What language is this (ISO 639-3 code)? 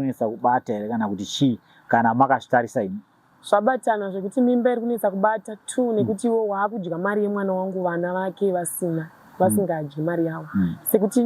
sna